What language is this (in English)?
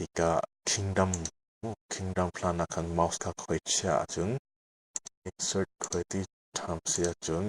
Hakha Chin